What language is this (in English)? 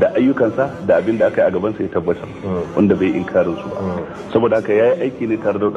Hausa